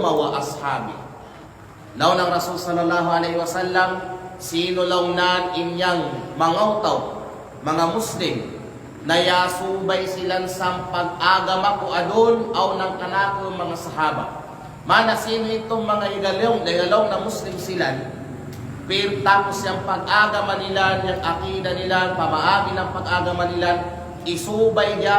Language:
Kalagan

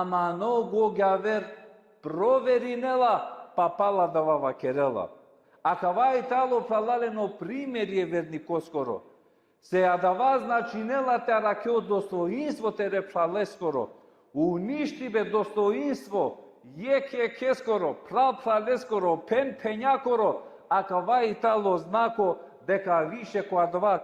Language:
Balkan Romani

